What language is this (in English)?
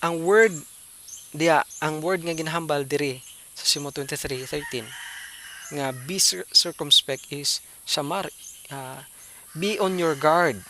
Hiligaynon